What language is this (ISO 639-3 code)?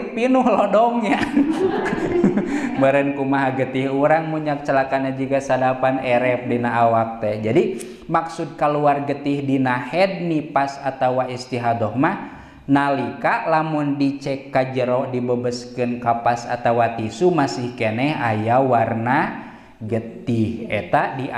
sun